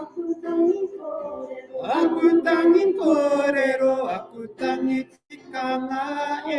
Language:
Māori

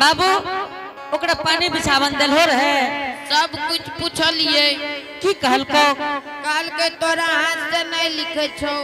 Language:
Angika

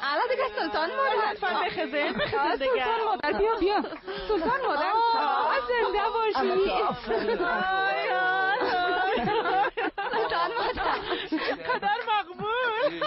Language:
Persian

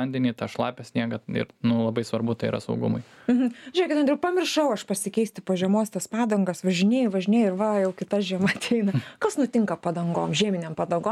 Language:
Lithuanian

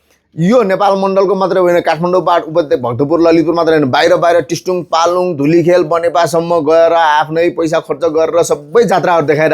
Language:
Nepali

